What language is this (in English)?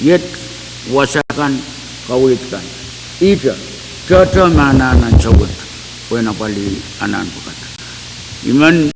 Pohnpeian